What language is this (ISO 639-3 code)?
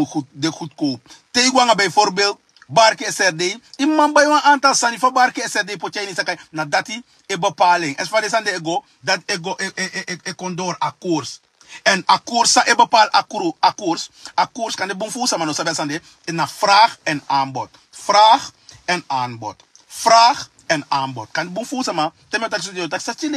srn